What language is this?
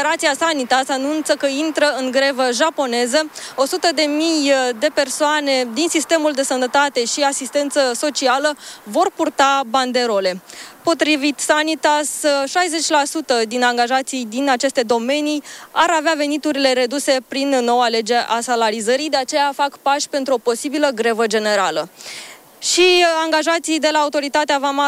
Romanian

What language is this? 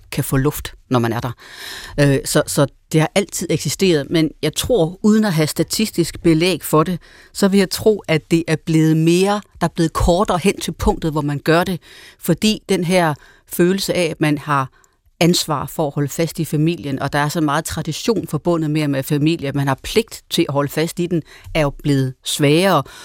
Danish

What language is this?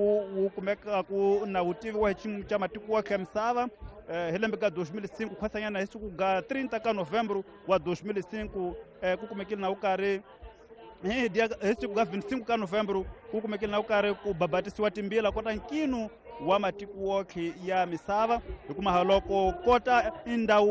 Tsonga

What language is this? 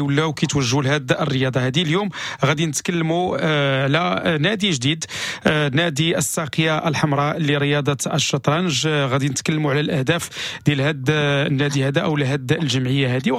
Moroccan Arabic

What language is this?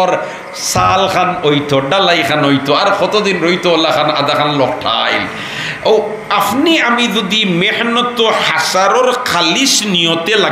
Sylheti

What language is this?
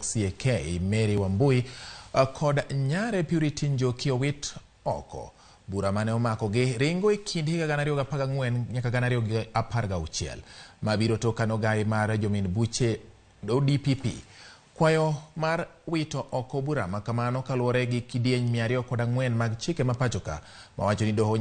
Luo (Kenya and Tanzania)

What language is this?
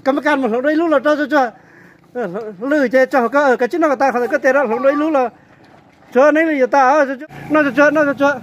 Hmong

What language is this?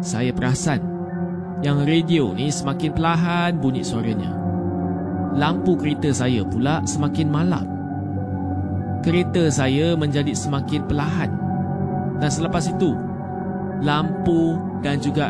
Malay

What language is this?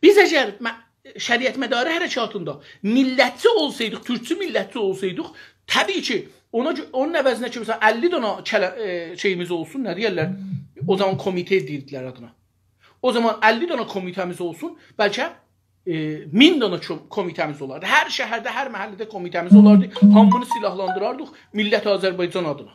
South Azerbaijani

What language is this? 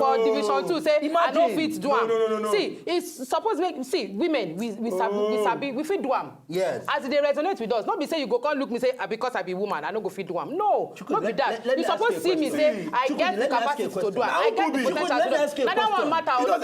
Nigerian Pidgin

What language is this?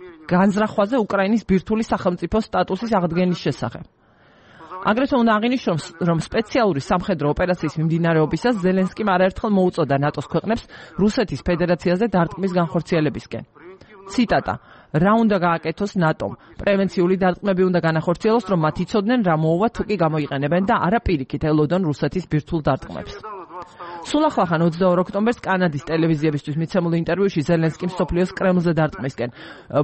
Georgian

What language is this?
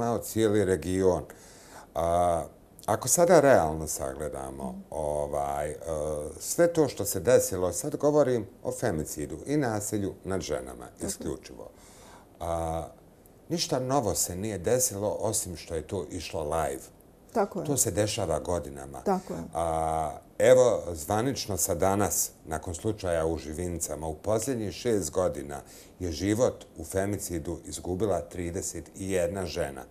Bosnian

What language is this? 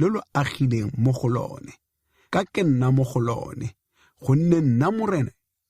Tswana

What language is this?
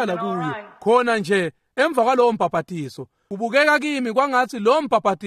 Swati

